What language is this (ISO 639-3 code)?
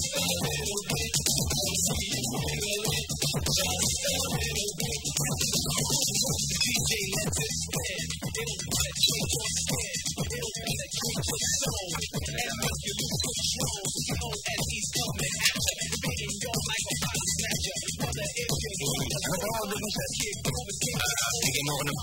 fil